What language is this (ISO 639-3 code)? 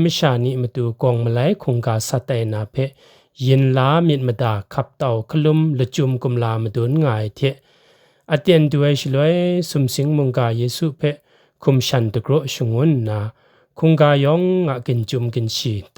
kac